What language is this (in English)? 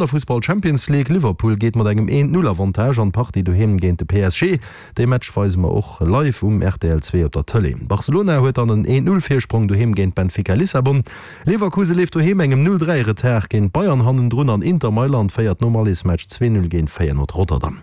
Luxembourgish